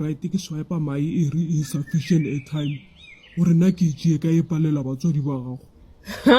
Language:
Northern Sotho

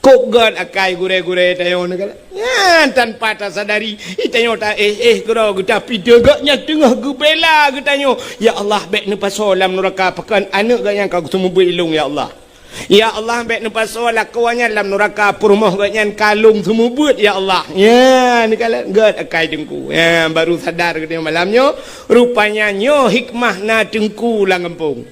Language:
Achinese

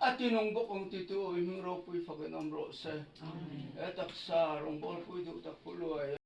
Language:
Mizo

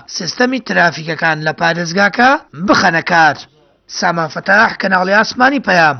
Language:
Central Kurdish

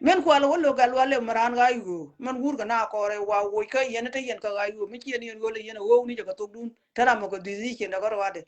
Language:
Nuer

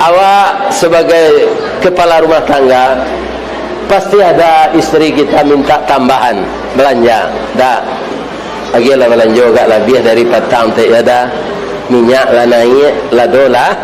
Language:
Minangkabau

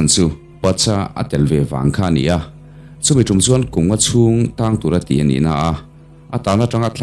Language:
Mizo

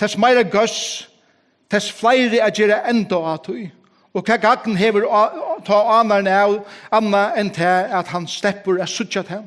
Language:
Faroese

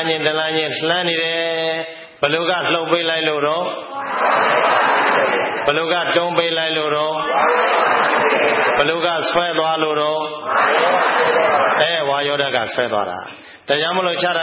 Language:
Burmese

